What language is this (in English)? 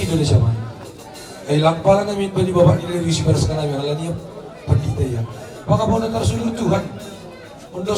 Batak Simalungun